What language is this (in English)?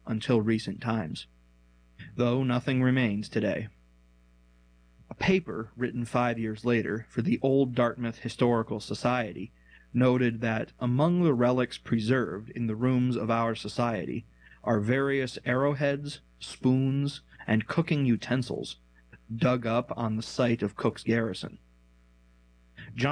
English